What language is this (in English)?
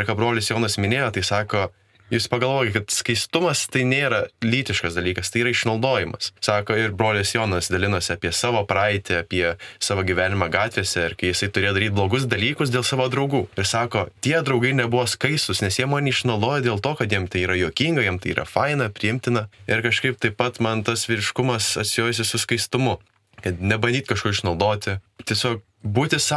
Lithuanian